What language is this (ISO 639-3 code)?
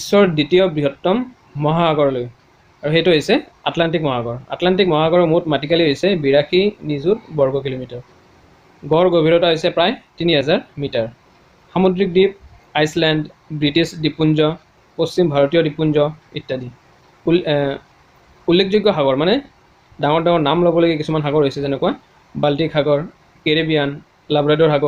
asm